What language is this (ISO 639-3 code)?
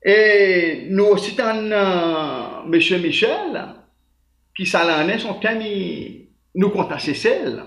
crs